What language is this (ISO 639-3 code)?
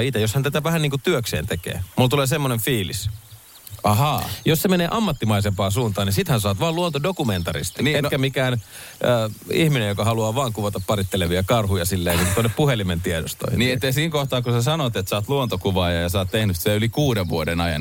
fin